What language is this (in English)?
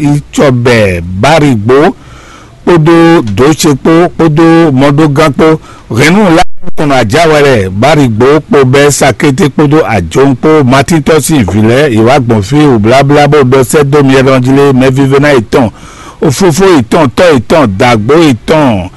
Fon